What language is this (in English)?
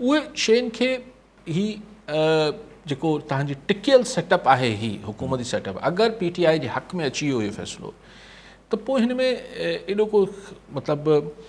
Sindhi